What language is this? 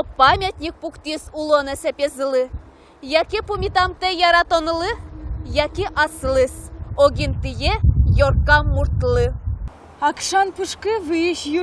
Udmurt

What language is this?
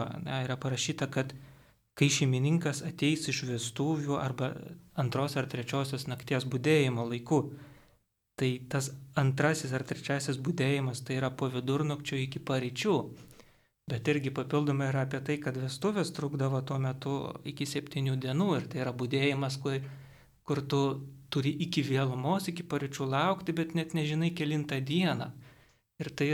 Lithuanian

